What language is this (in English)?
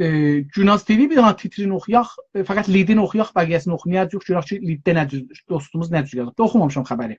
South Azerbaijani